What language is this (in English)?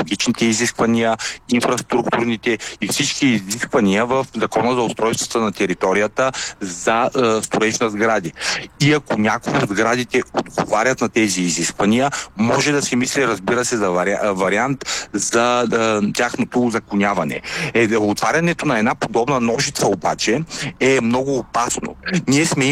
Bulgarian